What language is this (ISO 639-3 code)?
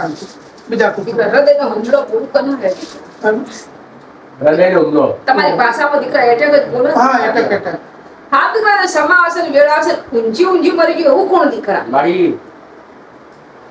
guj